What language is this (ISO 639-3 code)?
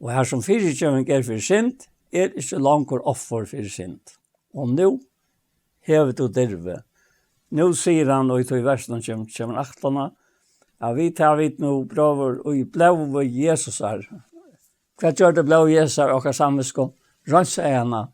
fao